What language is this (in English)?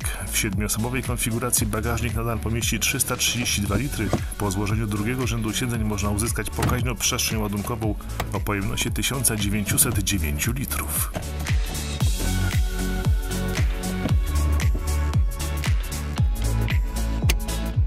Polish